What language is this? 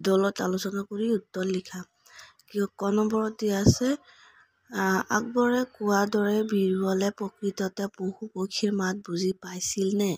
Assamese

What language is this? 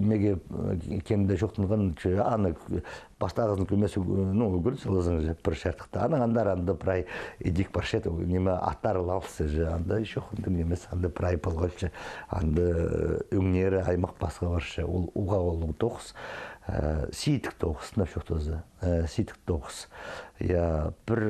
Khakas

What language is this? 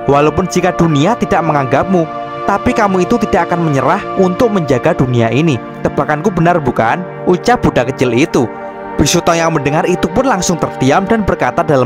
Indonesian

